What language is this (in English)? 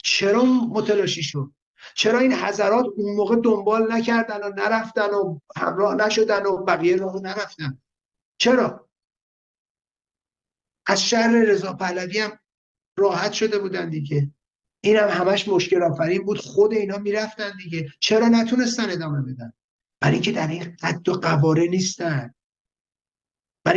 Persian